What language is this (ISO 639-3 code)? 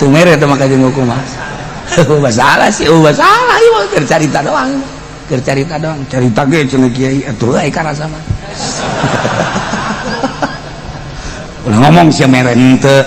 sun